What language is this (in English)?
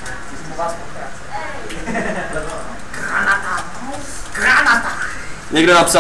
Czech